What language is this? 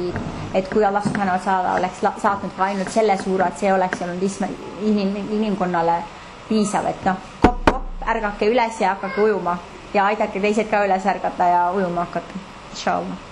Estonian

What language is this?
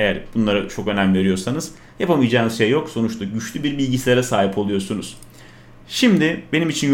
Turkish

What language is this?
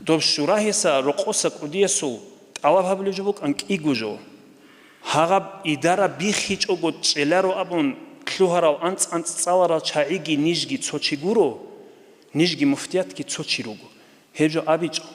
Avaric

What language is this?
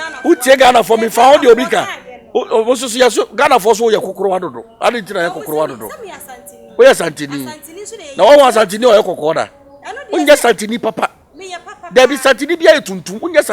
Akan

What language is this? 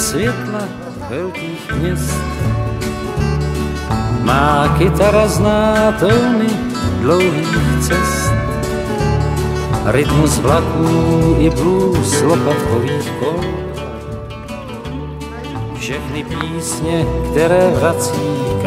Czech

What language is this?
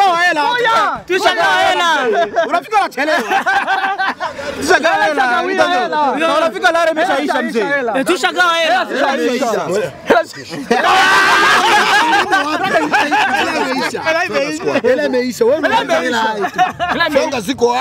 Swahili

